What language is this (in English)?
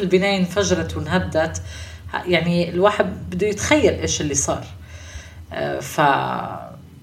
North Levantine Arabic